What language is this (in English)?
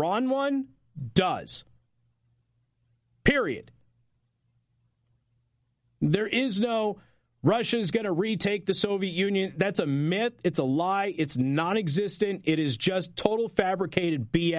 English